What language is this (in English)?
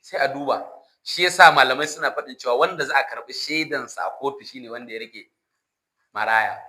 Hausa